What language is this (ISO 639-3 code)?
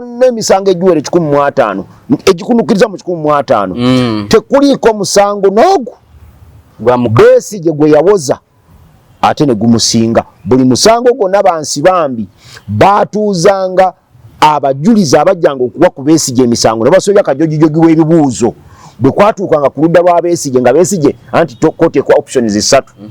lug